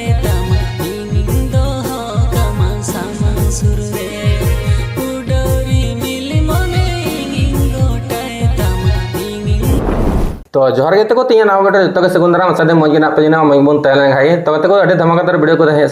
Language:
Santali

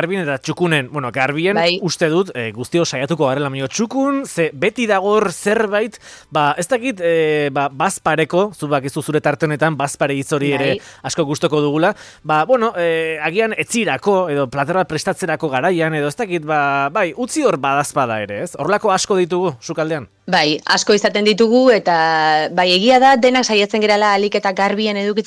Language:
Basque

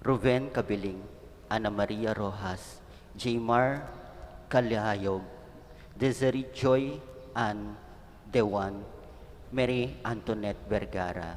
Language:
Pampanga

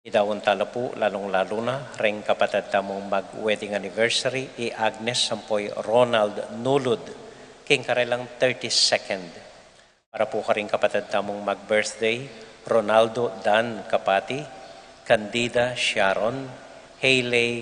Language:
Pampanga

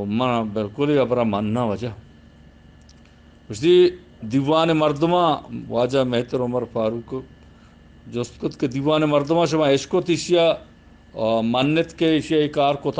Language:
Eastern Balochi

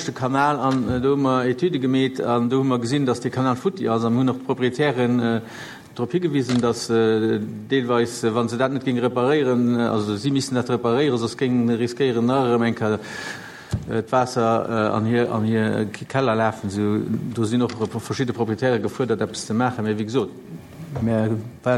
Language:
Luxembourgish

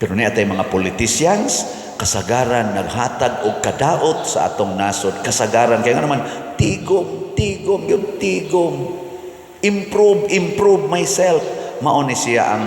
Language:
Cebuano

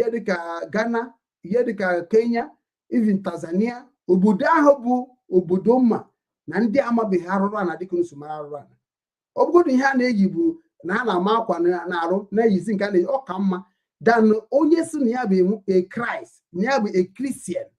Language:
Igbo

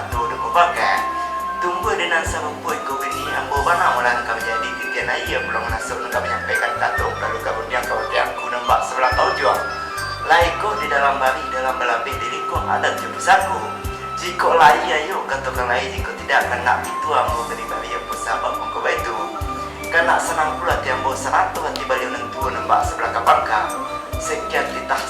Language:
Minangkabau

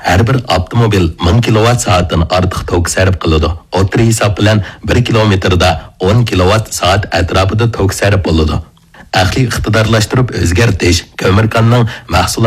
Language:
Uyghur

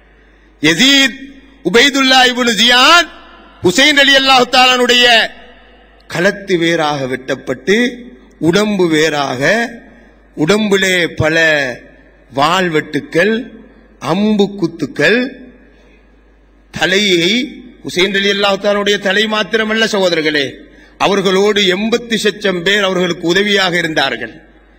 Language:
Tamil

